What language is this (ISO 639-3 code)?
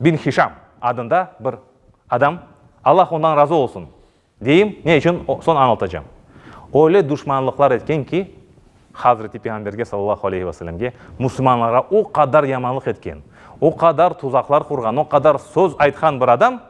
crh